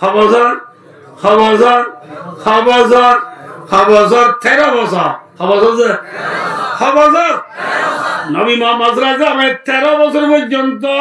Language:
Rohingya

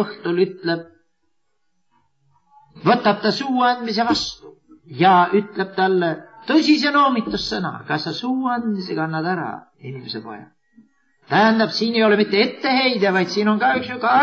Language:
Estonian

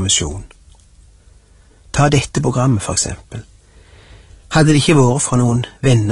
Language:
Norwegian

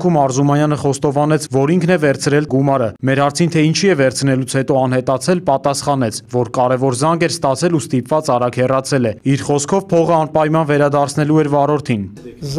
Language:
Armenian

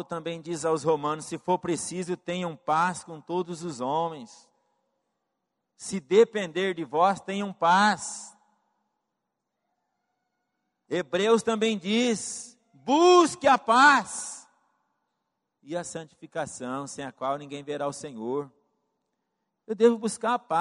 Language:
Portuguese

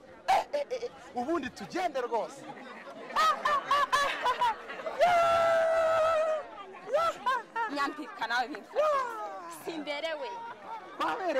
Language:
Kinyarwanda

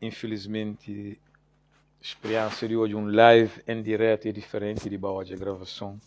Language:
Kabuverdianu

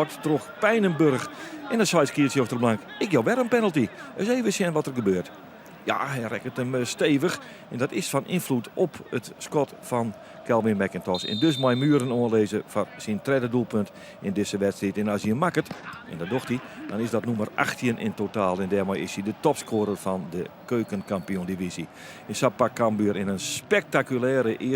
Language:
Western Frisian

